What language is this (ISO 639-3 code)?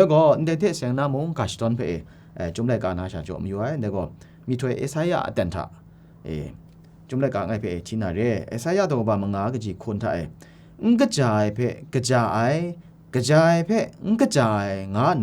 kac